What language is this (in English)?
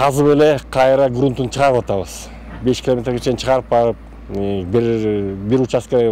Kyrgyz